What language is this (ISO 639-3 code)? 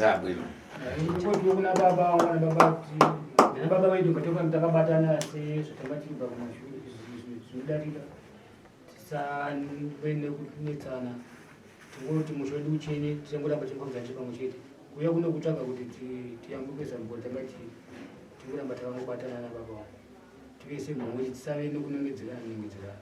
sna